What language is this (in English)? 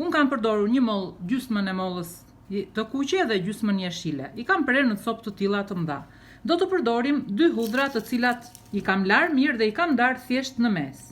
Albanian